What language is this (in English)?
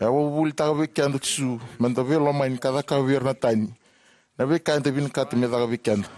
Fijian